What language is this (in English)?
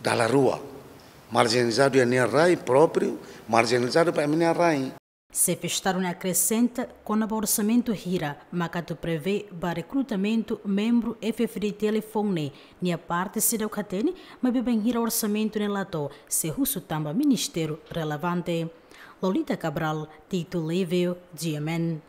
Tetum